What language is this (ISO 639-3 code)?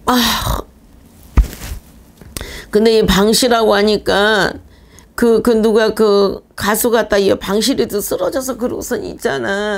kor